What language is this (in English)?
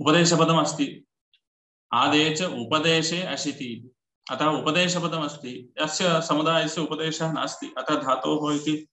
Sanskrit